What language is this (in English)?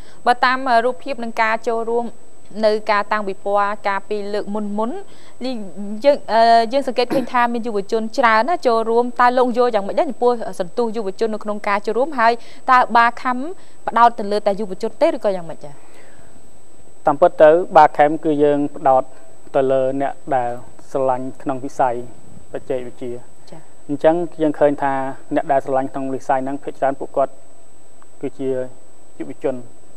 Khmer